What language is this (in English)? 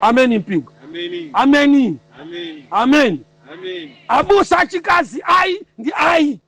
Nyanja